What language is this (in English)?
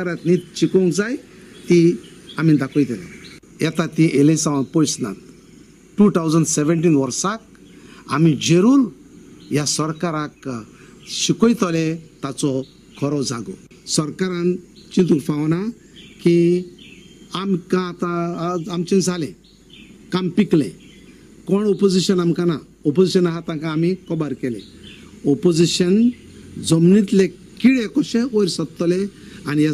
Konkani